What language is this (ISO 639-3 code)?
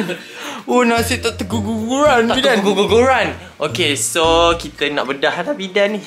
msa